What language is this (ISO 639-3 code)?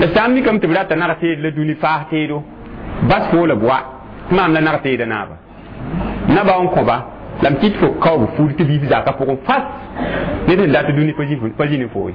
mos